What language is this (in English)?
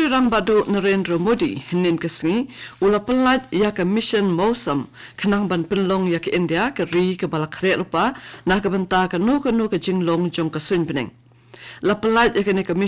Khasi